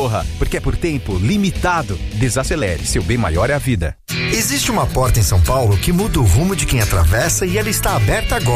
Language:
Portuguese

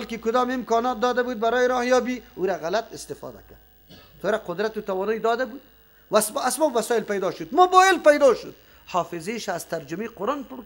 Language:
Persian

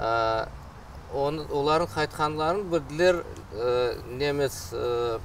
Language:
Crimean Tatar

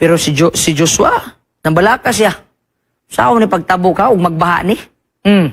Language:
Cebuano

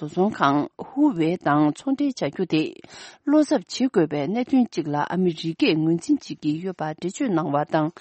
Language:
Tibetan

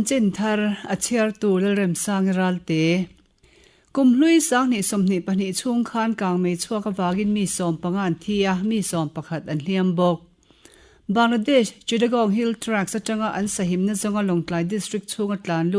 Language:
Mizo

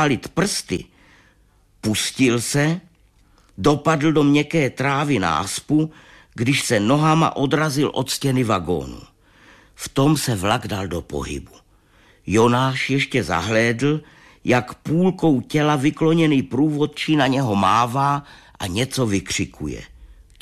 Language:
Czech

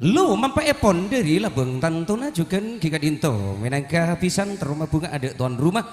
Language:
Madurese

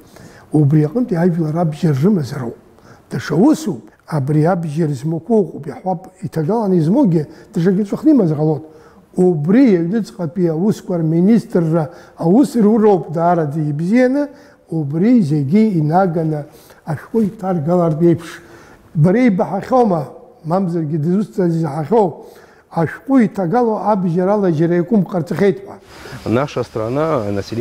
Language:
Abkhazian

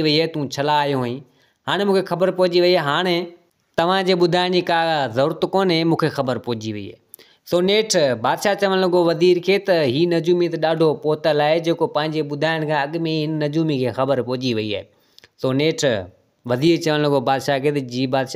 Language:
Sindhi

